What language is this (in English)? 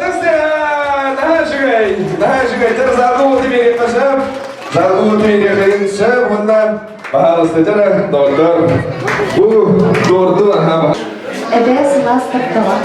Yakut